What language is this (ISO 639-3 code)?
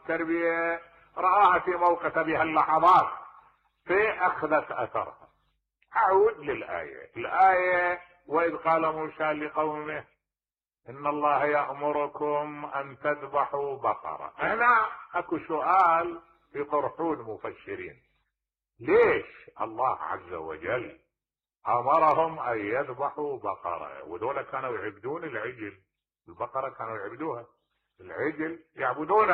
acm